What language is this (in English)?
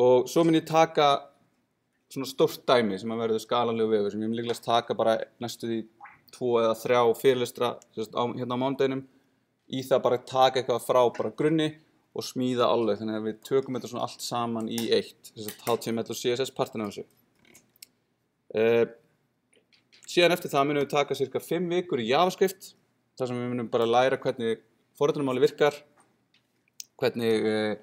Icelandic